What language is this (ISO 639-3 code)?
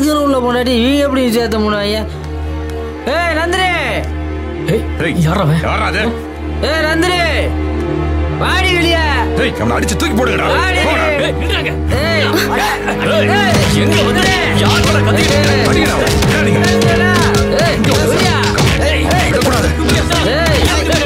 tam